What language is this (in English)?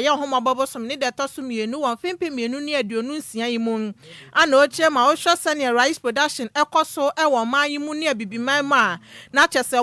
Akan